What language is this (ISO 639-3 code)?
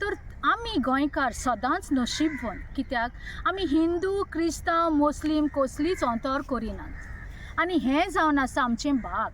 kok